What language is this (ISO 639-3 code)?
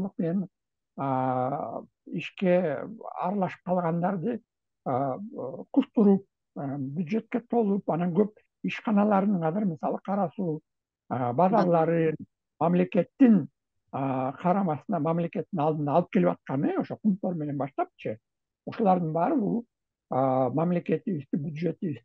kir